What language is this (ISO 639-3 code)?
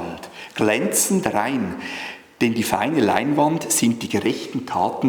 gsw